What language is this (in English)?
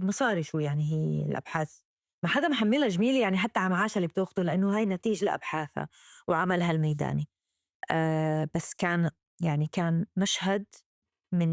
North Levantine Arabic